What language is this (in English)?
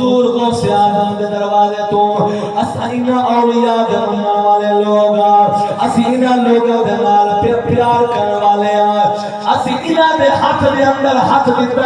Saraiki